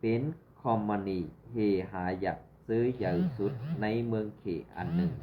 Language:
Shan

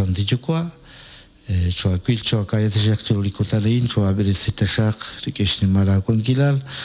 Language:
Kekchí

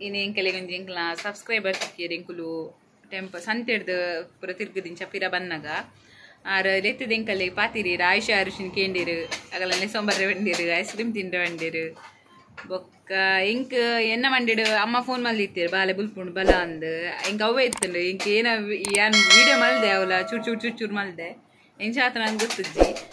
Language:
Tulu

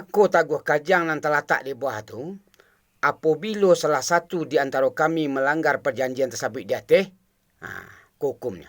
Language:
Minangkabau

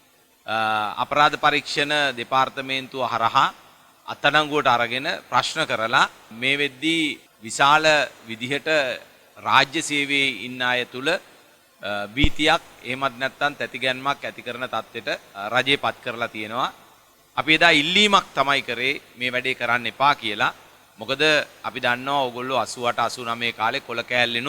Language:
Sinhala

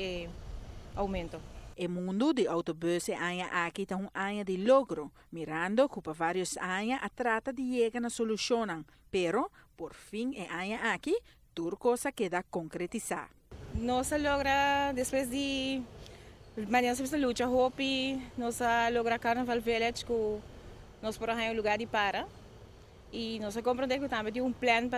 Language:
Papiamento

